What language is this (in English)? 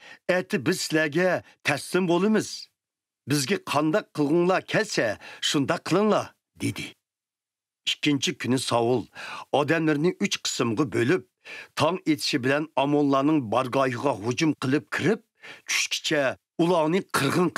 Uyghur